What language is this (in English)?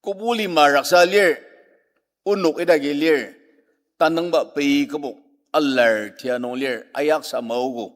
Ao Naga